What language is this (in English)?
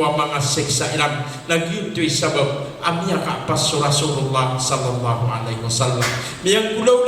Maranao